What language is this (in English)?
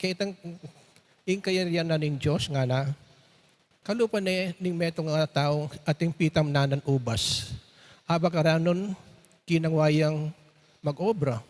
Pampanga